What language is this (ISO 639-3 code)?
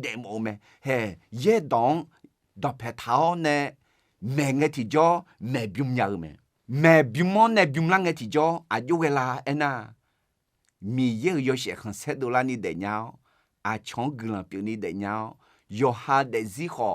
ahk